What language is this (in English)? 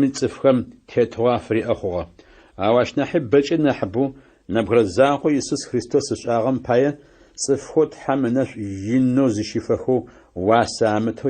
Adyghe